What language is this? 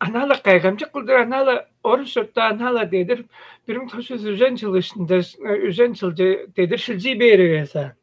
Tuvinian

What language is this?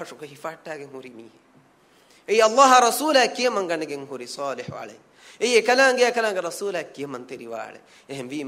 Divehi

